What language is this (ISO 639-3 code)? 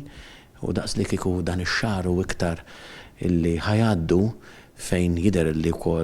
mlt